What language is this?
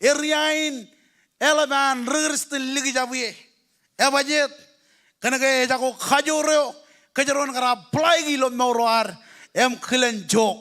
Marshallese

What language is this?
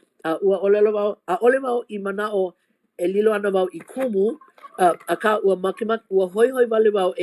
Hawaiian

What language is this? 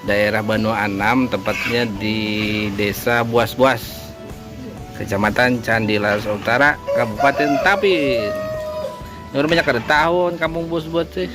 Banjar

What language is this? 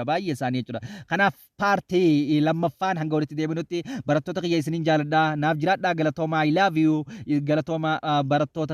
Oromo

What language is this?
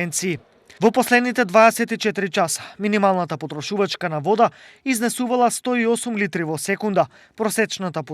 Macedonian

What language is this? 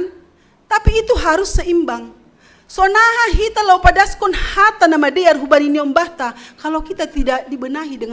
Batak Simalungun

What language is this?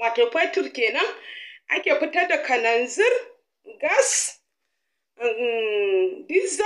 Hausa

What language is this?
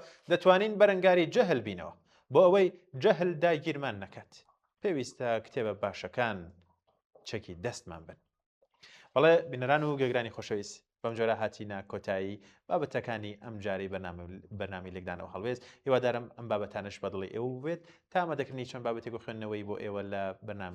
Central Kurdish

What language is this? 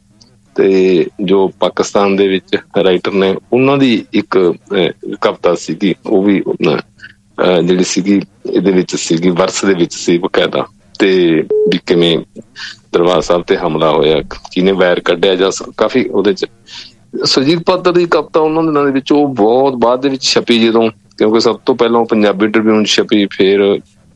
Punjabi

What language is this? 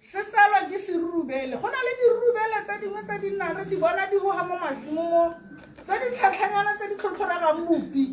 Tswana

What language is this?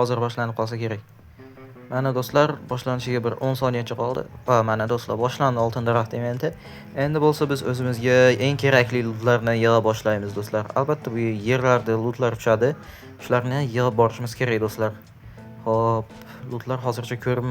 Uzbek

